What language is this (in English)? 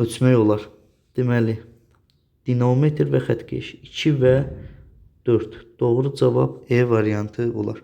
Azerbaijani